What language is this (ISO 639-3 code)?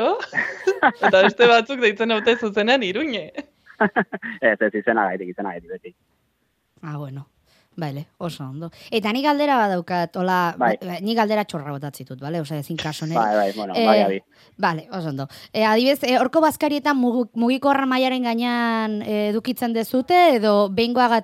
eus